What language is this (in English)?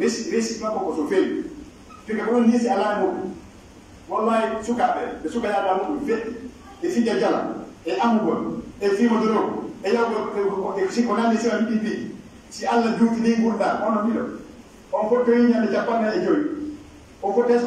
Pular